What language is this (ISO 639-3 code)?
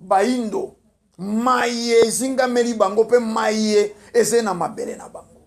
lin